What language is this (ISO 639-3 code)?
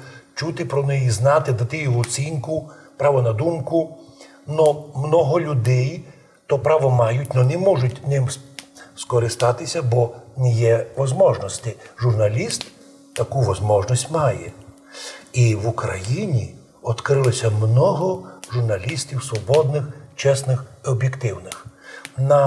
rue